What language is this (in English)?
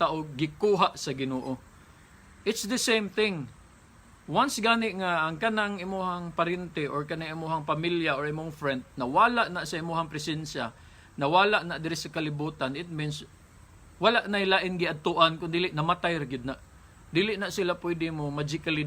Cebuano